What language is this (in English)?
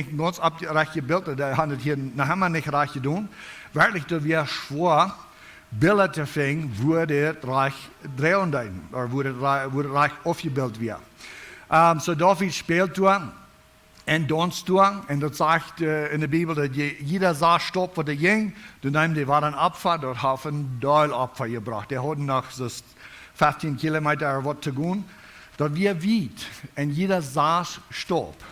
Plautdietsch